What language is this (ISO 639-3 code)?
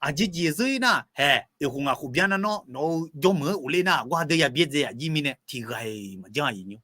ahk